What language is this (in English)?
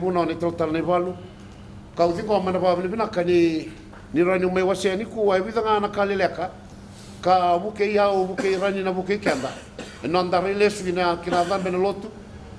Fijian